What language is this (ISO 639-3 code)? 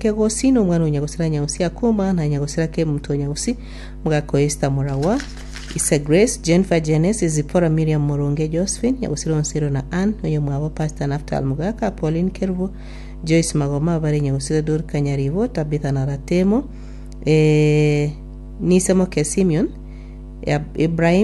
guz